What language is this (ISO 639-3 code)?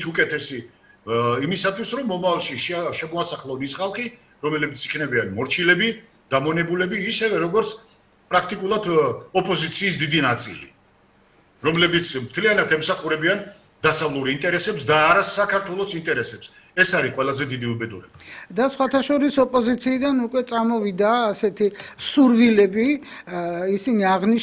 kat